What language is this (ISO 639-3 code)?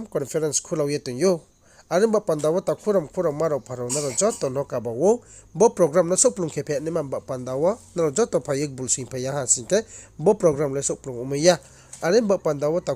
ria